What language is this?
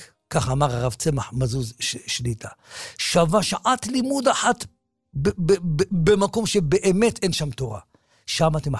Hebrew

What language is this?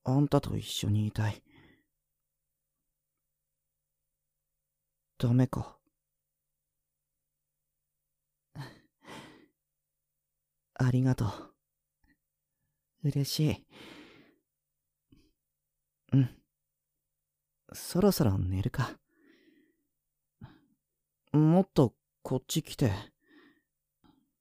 Japanese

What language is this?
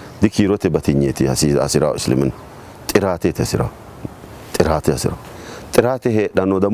Sidamo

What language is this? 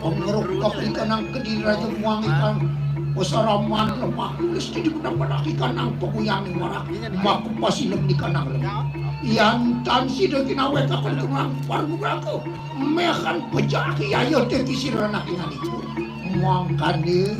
Balinese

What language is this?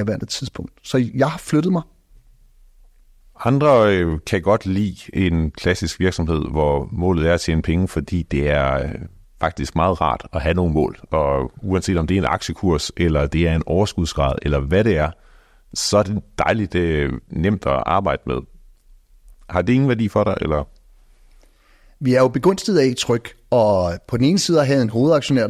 Danish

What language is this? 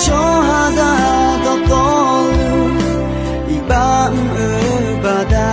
Akha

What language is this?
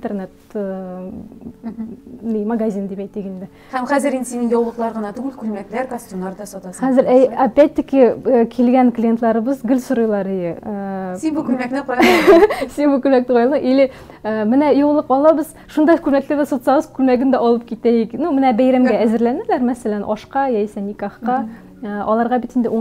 Tatar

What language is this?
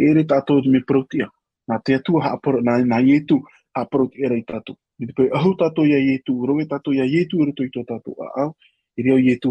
Tahitian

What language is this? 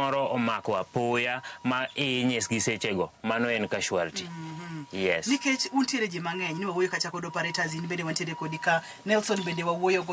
Luo (Kenya and Tanzania)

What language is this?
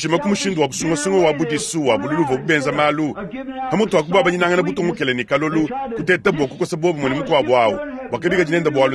Luba-Lulua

